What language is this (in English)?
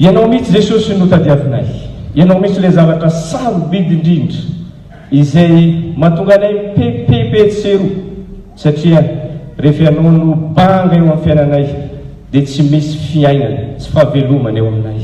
Malagasy